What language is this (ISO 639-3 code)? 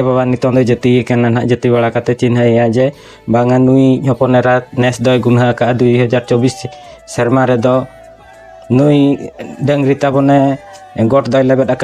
sat